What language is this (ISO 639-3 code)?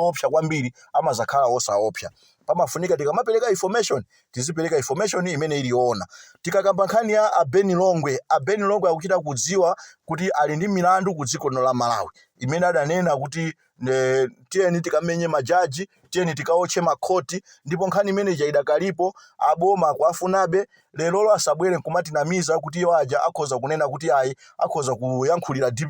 nya